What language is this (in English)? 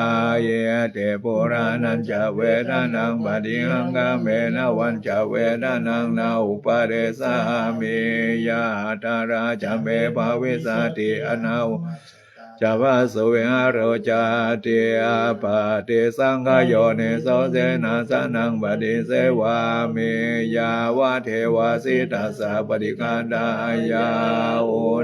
Pali